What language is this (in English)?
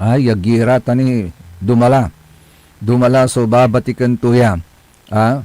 Pangasinan